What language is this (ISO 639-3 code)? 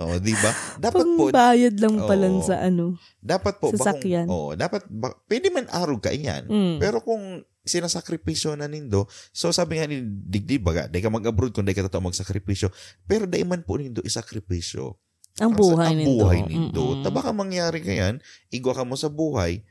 bik